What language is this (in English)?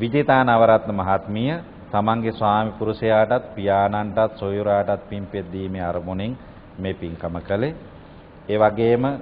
Sinhala